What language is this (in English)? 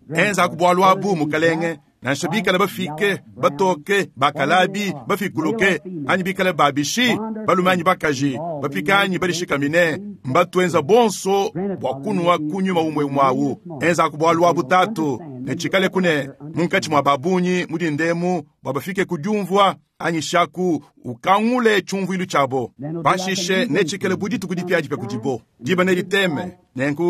Luba-Lulua